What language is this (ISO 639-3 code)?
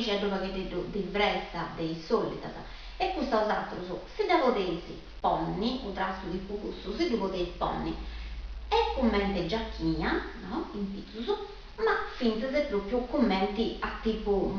srd